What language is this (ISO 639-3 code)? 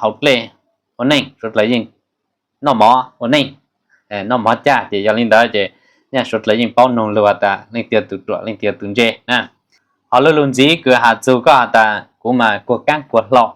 hmn